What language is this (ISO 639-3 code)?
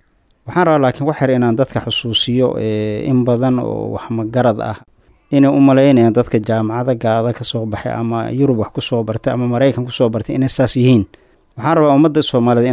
som